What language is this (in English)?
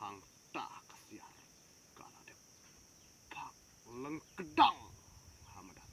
Khasi